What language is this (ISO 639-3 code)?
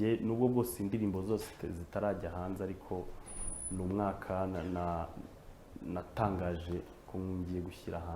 kin